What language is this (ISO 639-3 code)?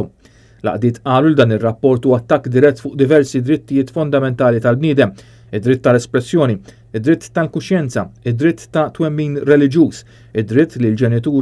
mlt